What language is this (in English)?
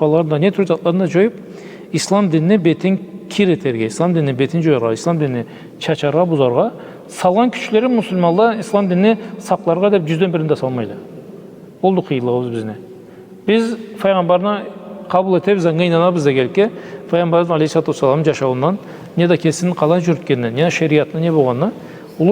Karachay-Balkar